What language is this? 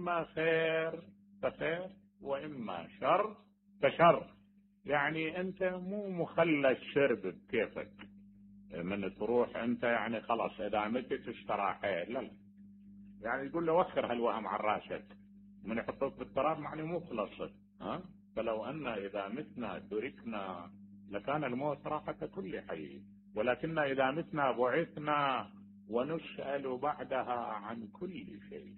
Mesopotamian Arabic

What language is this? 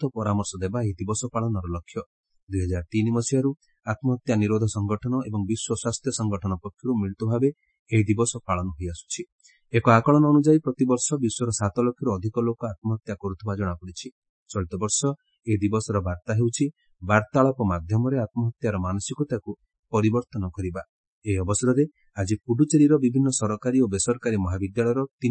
Odia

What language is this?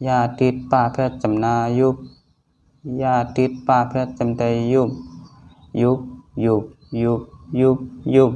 Shan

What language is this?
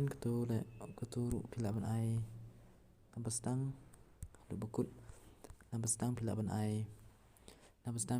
Khasi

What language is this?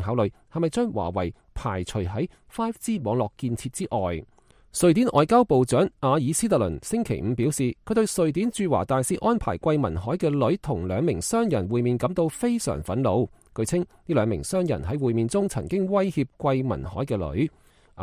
Cantonese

